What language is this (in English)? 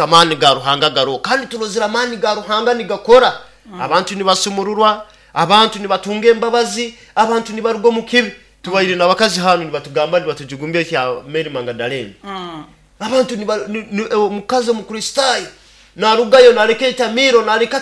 Nyoro